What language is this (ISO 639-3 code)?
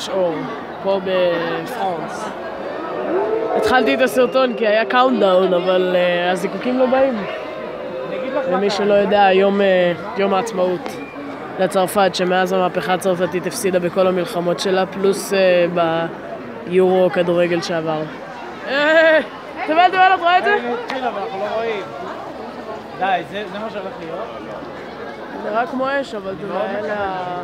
heb